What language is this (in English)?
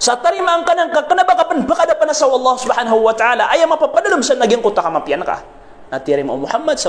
Maranao